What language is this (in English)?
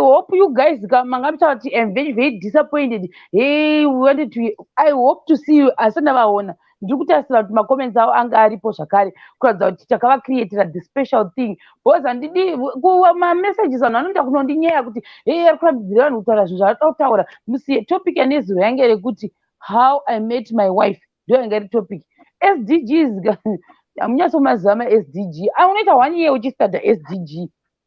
Shona